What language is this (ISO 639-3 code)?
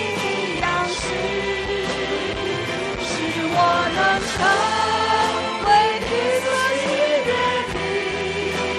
zho